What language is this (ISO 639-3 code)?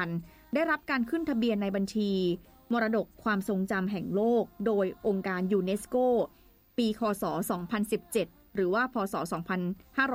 tha